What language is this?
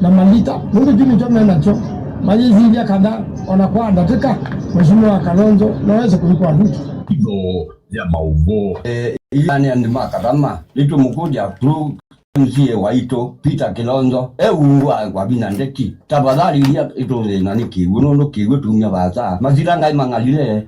Kamba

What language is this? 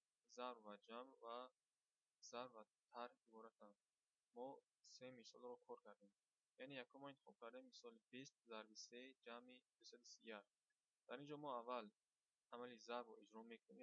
Tajik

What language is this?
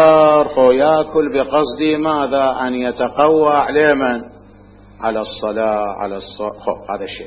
Mesopotamian Arabic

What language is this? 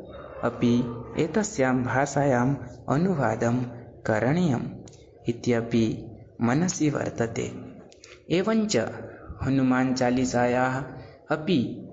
Sanskrit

